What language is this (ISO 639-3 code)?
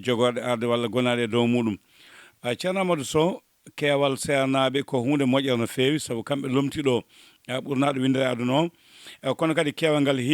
ful